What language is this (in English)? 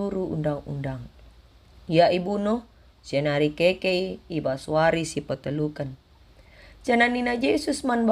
Batak Karo